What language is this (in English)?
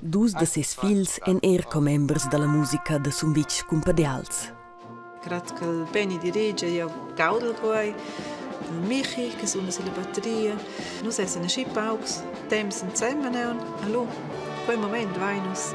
Romansh